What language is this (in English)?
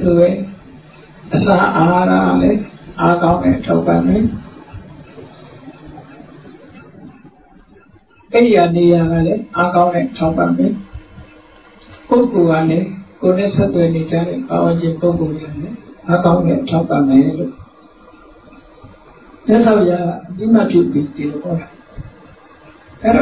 Burmese